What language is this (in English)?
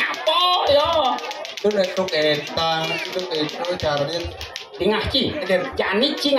Balinese